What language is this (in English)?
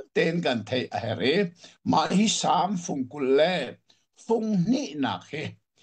Hakha Chin